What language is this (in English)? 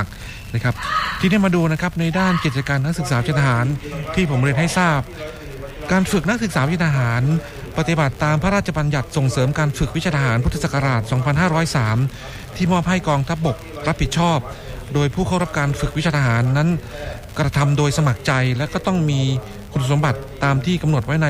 Thai